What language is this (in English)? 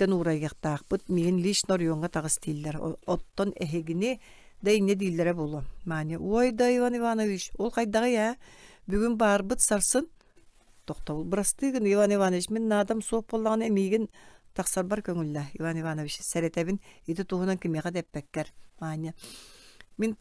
Yakut